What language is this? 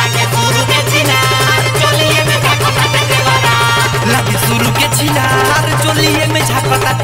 Bhojpuri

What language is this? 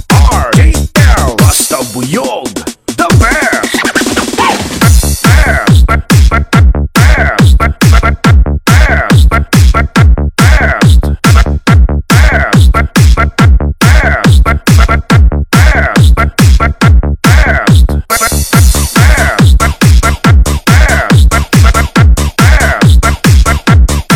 Filipino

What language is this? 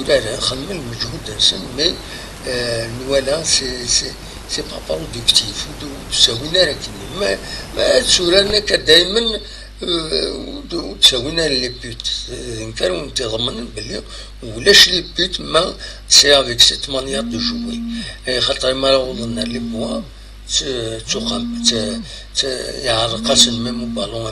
Kabyle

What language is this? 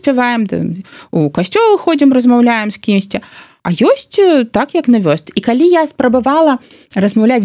Belarusian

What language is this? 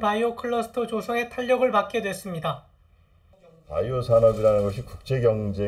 Korean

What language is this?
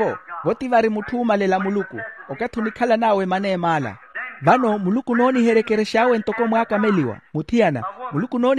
Makhuwa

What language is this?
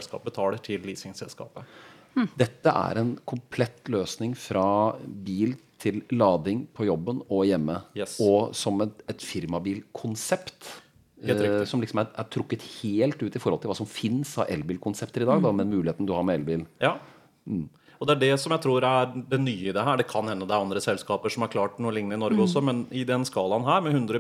Norwegian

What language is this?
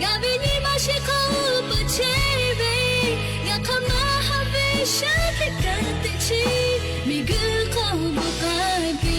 Lahu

